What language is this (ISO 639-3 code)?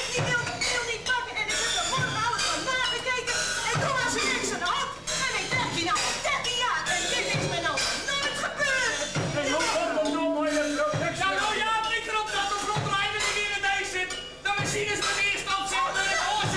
fry